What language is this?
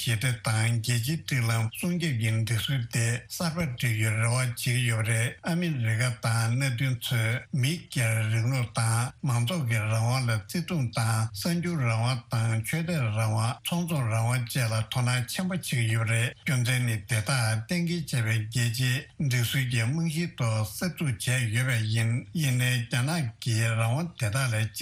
Tibetan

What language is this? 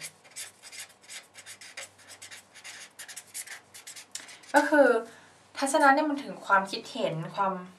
Thai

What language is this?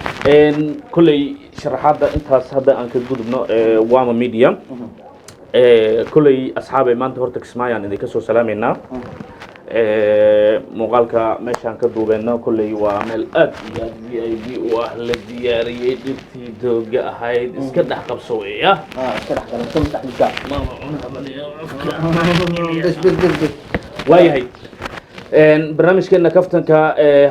Somali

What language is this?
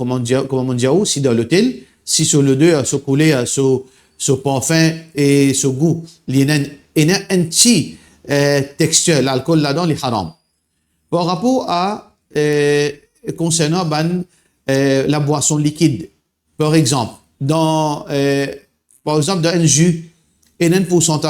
Morisyen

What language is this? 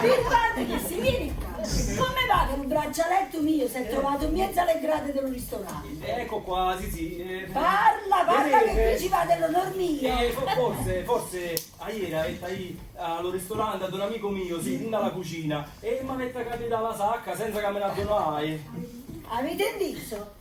Neapolitan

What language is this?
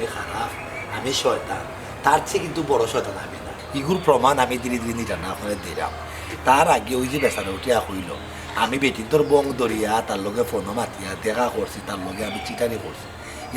Sylheti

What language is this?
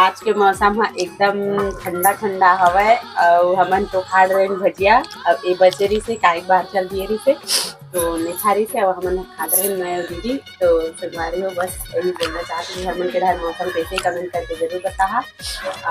Chhattisgarhi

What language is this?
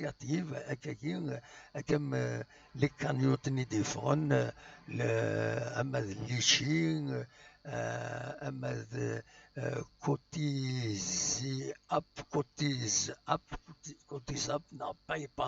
Kabyle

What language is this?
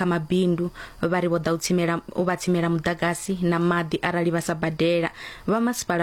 Venda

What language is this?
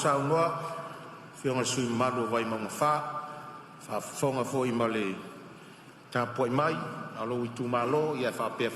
Samoan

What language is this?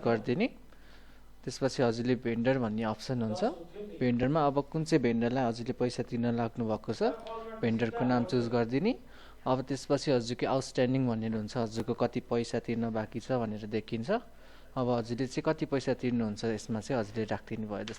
Nepali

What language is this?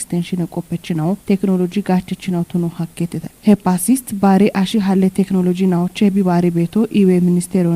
Kafa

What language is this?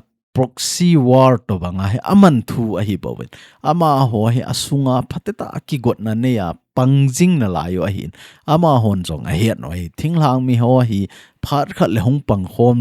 Thado Chin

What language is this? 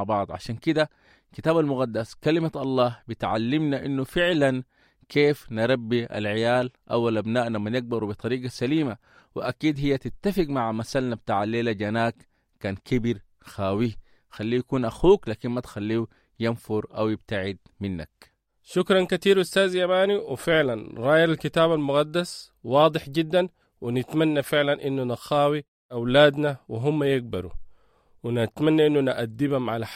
Sudanese Arabic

